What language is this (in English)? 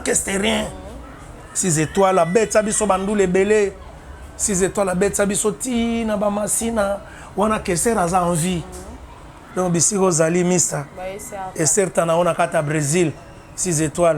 Lingala